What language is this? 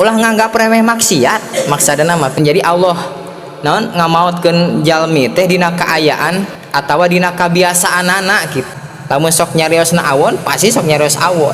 Sundanese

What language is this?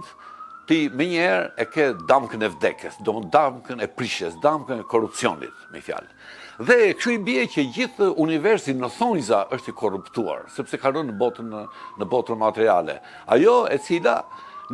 Albanian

